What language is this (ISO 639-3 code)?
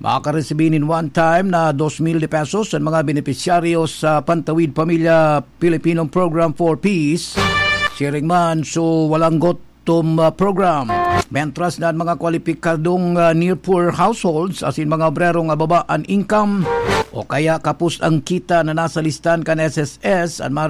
bik